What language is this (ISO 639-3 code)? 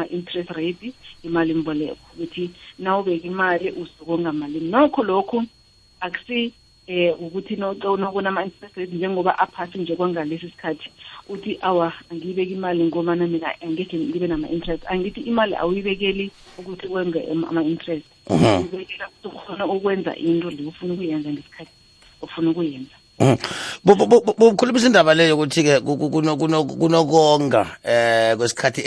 nbl